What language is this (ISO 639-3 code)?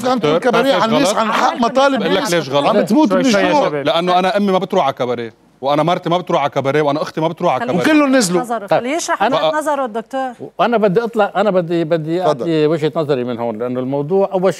apc